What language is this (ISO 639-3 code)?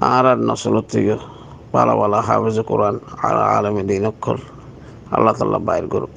rhg